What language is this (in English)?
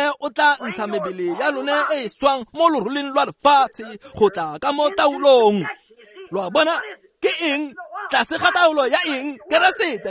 Tswana